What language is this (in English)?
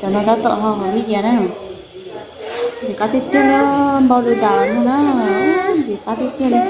Hmong